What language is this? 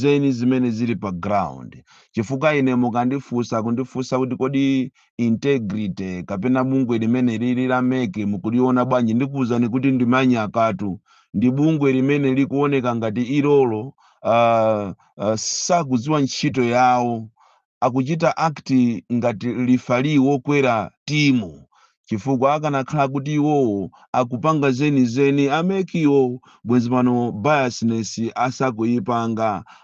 Nyanja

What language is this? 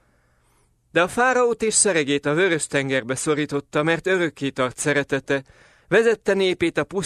Hungarian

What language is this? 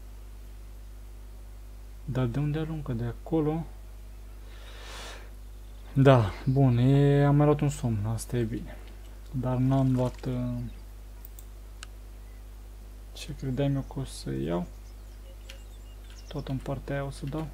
Romanian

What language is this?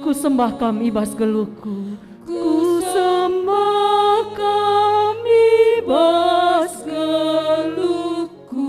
Batak Karo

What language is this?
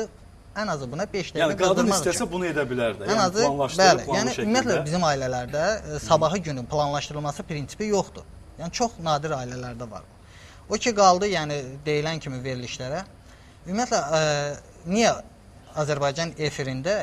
Azerbaijani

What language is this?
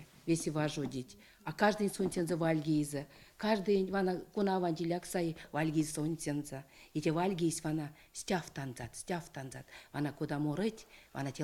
Erzya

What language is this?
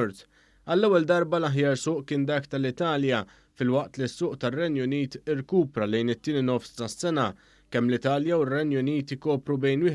Maltese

